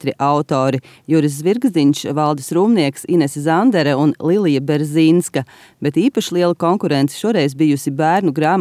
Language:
Latvian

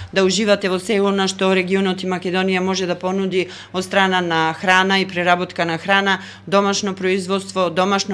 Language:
Macedonian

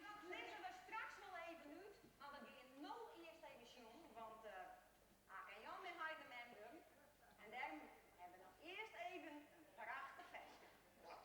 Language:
Western Frisian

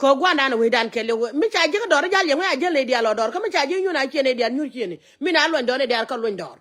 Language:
Nuer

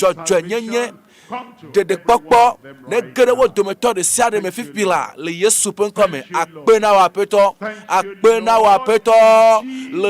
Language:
Ewe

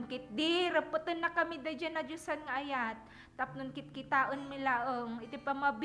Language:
Iloko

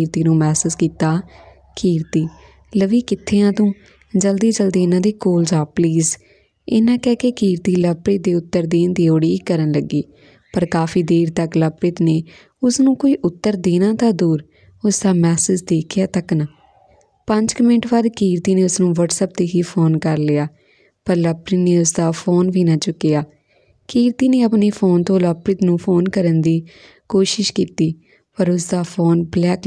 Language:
Punjabi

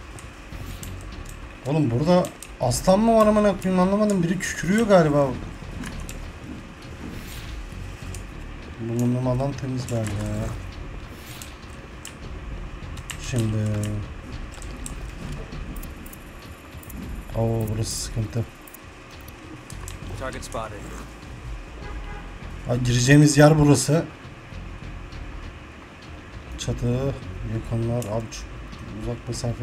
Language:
Turkish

